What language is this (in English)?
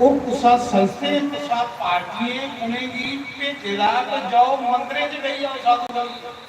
Dogri